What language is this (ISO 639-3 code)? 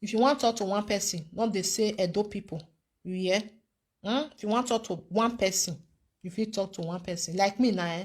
pcm